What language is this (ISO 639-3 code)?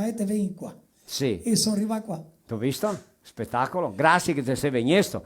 vec